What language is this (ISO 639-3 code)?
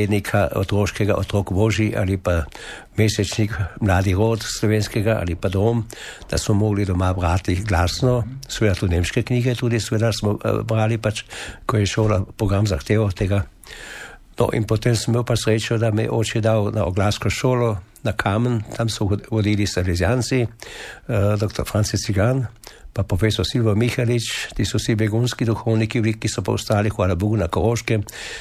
slv